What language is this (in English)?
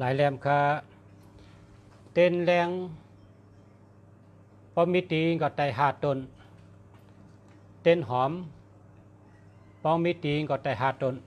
Shan